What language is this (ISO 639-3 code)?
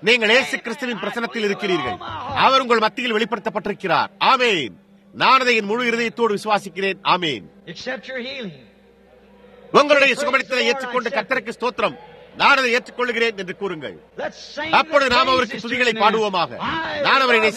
tam